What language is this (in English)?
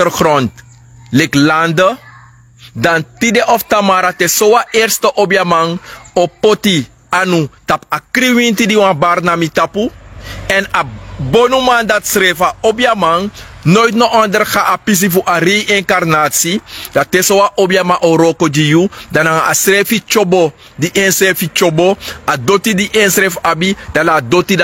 Sranan Tongo